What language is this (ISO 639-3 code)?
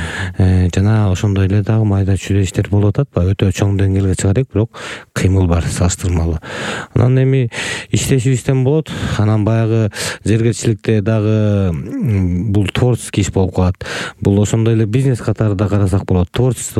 kir